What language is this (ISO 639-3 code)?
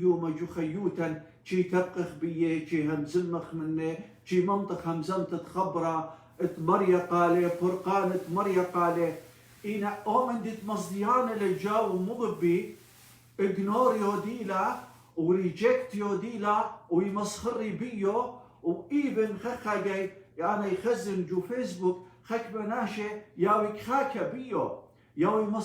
aii